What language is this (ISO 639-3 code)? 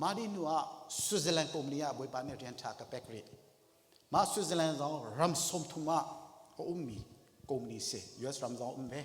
cnh